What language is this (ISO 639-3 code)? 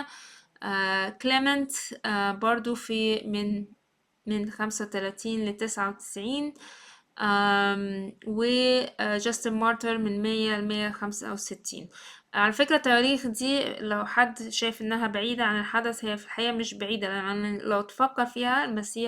arz